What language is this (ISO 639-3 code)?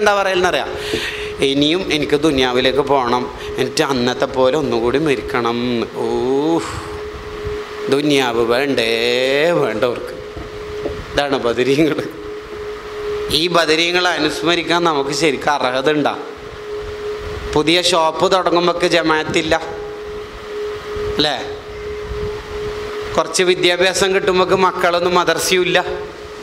mal